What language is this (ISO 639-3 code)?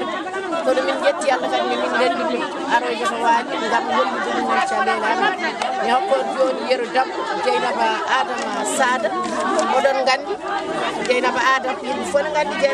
ful